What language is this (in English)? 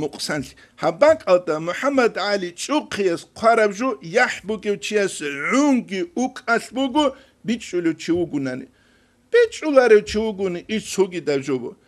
Avaric